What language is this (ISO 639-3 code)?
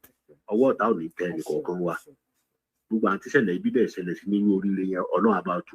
yor